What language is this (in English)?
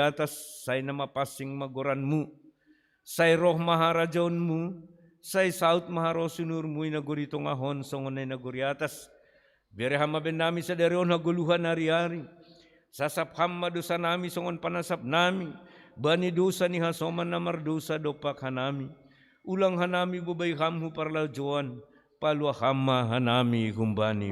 Batak Simalungun